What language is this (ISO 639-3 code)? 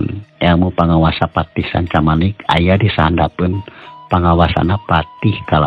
sun